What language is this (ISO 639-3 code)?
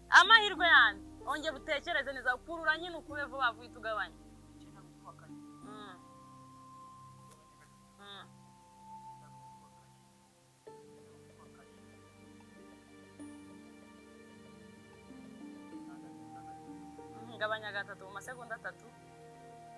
kin